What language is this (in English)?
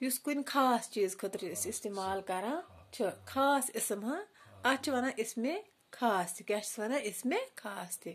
Kashmiri